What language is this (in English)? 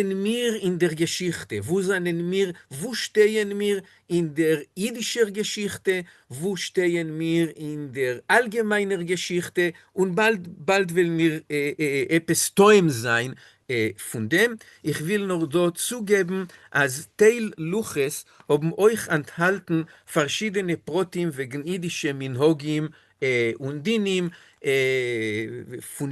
Yiddish